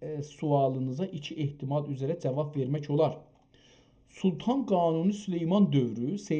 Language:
South Azerbaijani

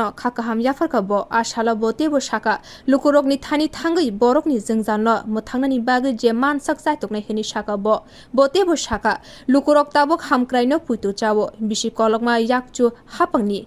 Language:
Kok Borok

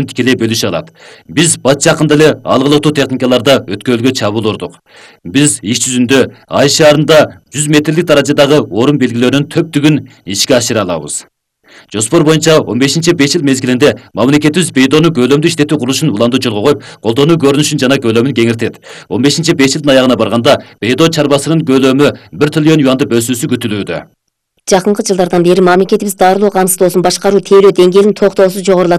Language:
Kyrgyz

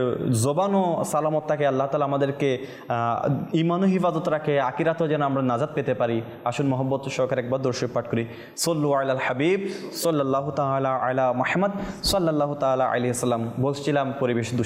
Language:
Bangla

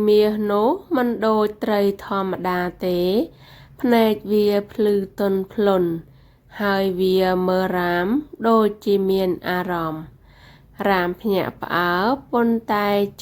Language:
Khmer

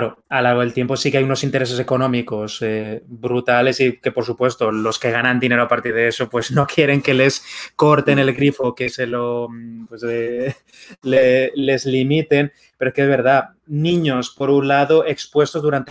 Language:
Spanish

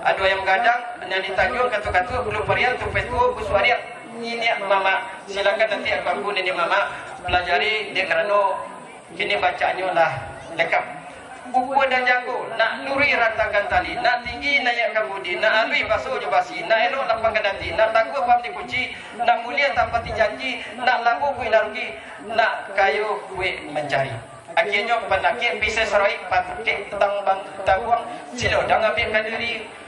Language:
Minangkabau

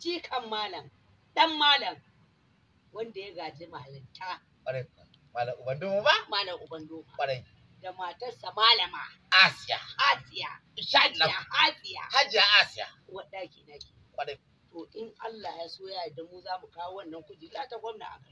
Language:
Hausa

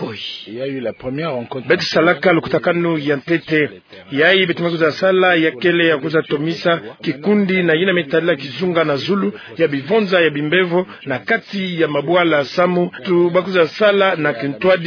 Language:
Kituba (Democratic Republic of Congo)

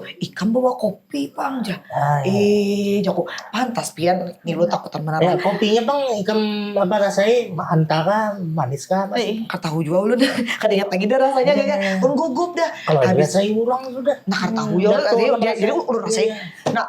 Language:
Banjar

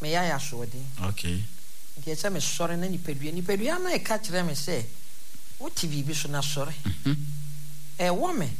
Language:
Akan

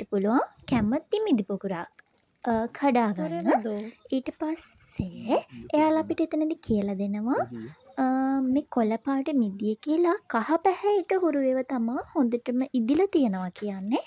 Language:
Sinhala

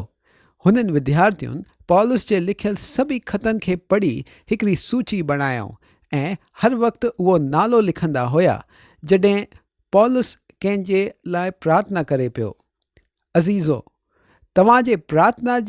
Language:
Sindhi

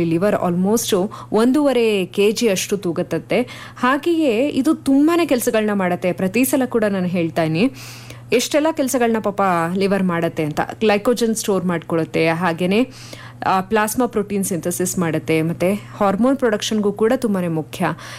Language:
Kannada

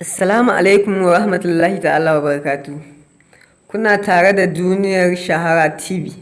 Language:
Hausa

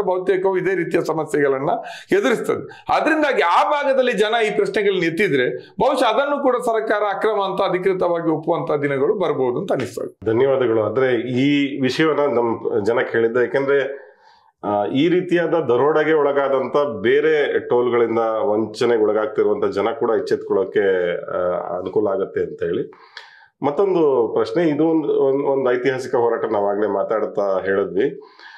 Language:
Kannada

